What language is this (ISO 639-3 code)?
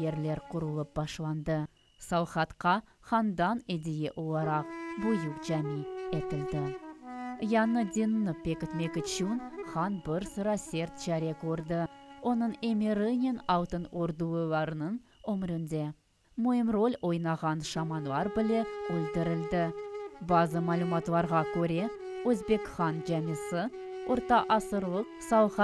crh